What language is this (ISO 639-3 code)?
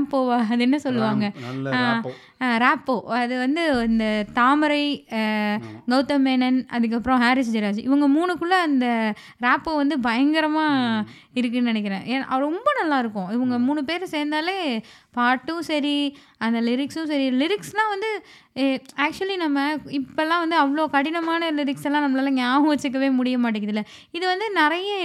tam